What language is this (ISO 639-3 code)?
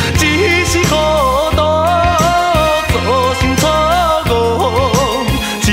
zho